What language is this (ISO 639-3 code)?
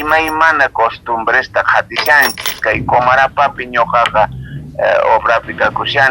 quh